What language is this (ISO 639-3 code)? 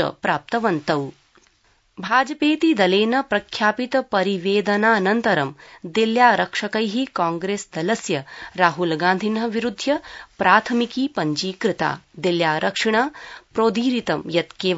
san